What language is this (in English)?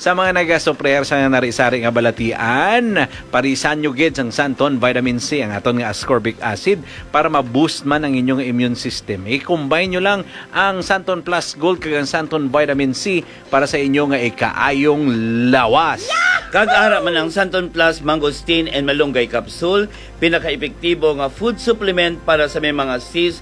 Hiligaynon